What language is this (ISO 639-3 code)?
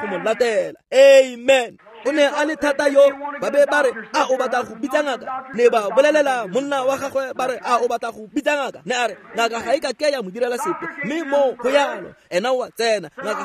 tsn